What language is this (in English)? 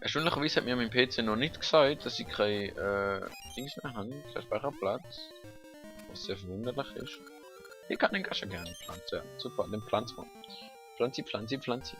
Swiss German